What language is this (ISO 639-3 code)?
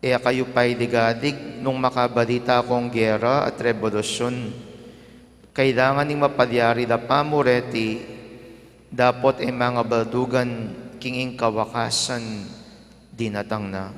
pam